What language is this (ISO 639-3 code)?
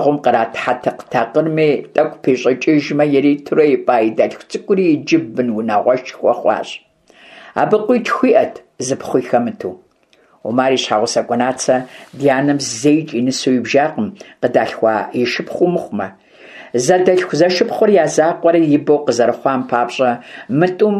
kbd